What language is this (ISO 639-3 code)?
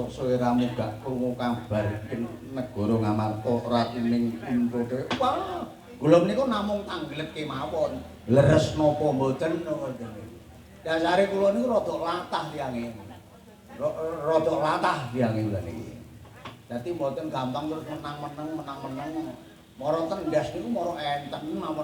jav